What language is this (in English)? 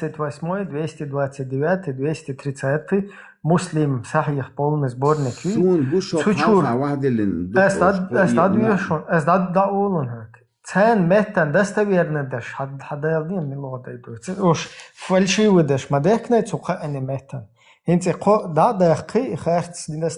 Chechen